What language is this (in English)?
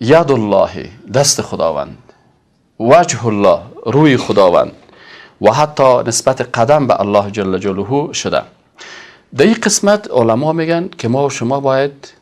Persian